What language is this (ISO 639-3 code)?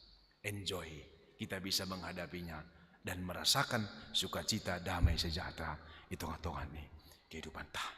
bts